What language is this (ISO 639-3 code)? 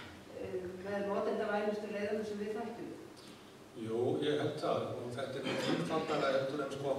isl